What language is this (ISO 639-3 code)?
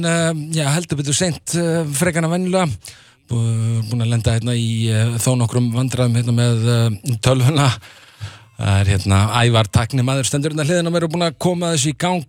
isl